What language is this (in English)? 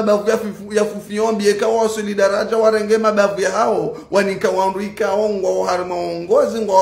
Ngazidja Comorian